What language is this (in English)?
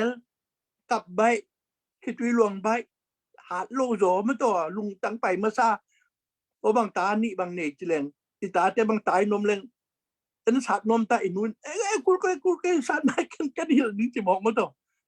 Tedim Chin